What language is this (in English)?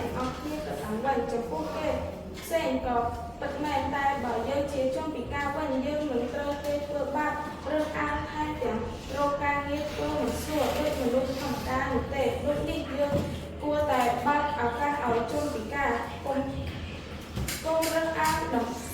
Khmer